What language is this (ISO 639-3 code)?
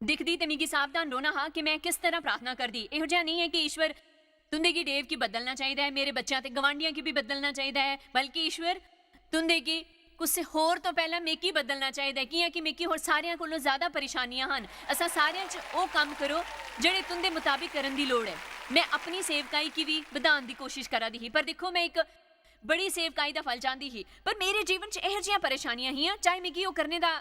doi